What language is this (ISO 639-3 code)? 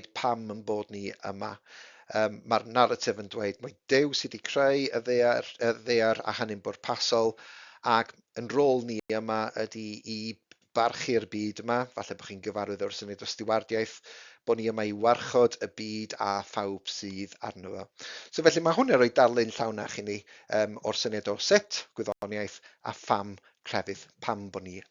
cym